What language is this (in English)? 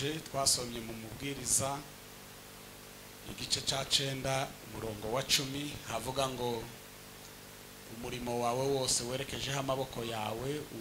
Kinyarwanda